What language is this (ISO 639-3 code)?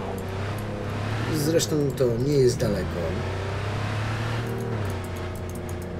pol